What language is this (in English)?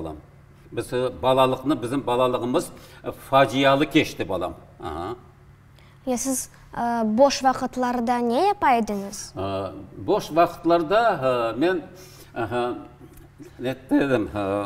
Crimean Tatar